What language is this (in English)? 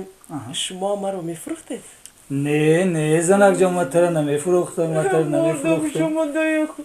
Tajik